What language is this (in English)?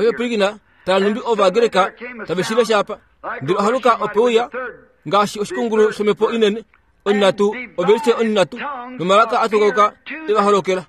Kuanyama